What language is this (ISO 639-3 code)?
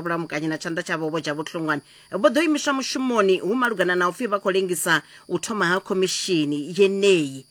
ven